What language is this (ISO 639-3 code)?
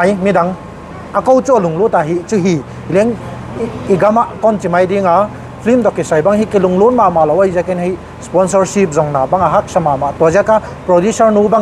pck